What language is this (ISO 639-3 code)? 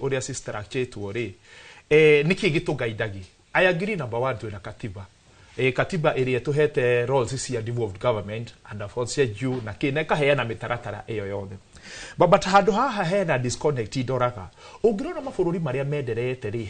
kik